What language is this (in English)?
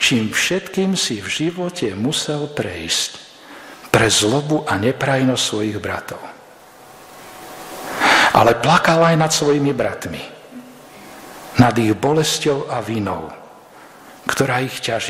Slovak